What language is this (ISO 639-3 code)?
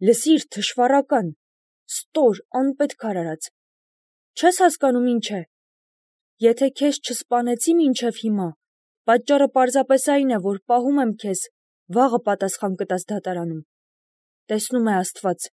hye